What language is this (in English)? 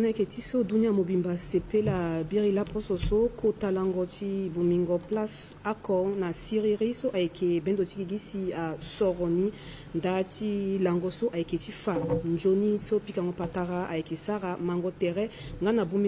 Sango